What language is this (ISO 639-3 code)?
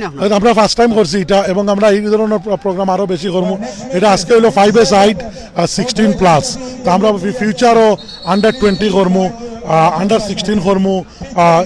syl